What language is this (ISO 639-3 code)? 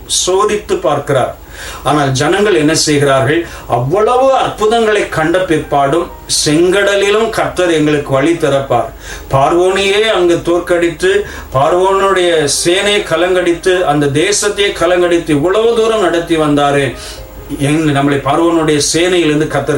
tam